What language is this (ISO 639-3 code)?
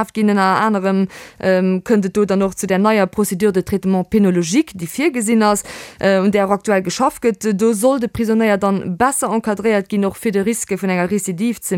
ltz